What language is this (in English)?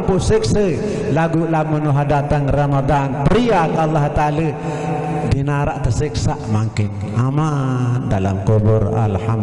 Sasak